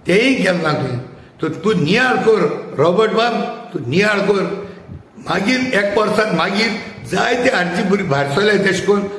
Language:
Konkani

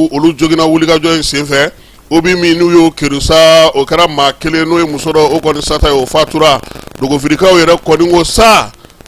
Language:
Bambara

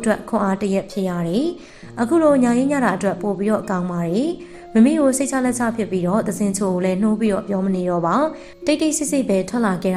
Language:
Burmese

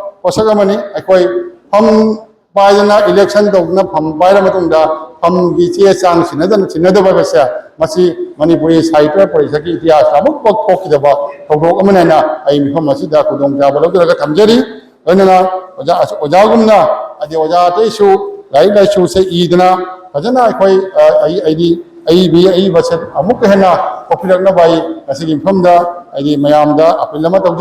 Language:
Manipuri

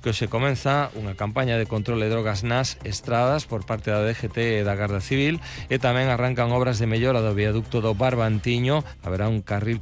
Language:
Galician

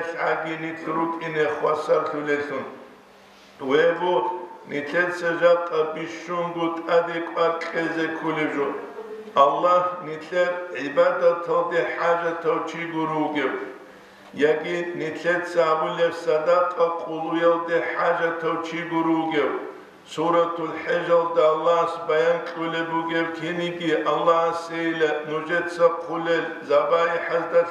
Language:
Avaric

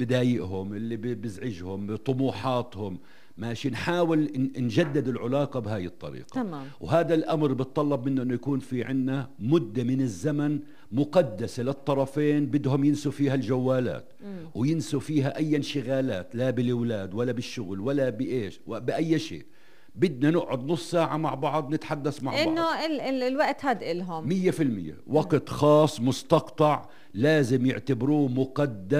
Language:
North Levantine Arabic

